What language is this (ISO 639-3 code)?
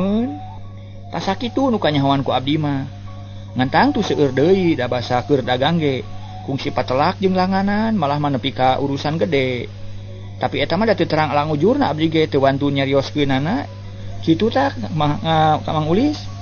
sun